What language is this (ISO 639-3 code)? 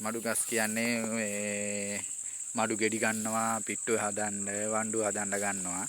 sin